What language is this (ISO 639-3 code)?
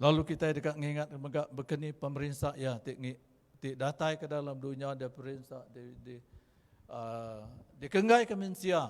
iba